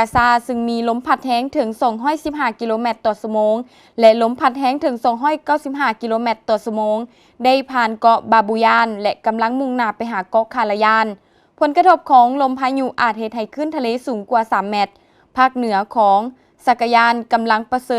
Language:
Lao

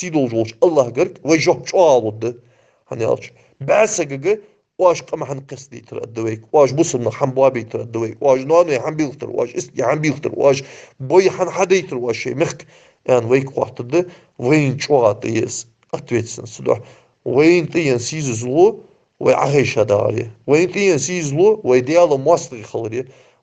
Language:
Ingush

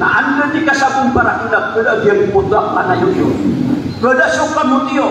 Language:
Maranao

